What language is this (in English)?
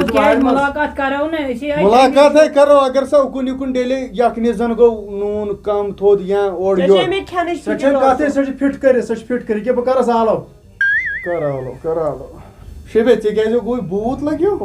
Kashmiri